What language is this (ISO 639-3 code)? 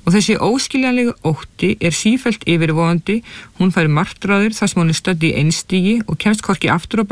isl